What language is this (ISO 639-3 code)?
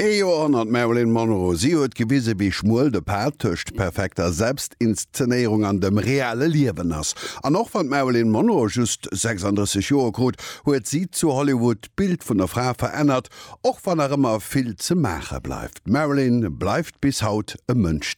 ltz